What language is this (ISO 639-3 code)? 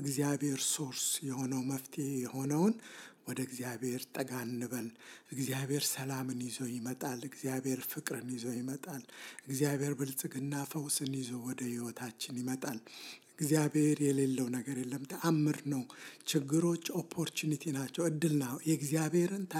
amh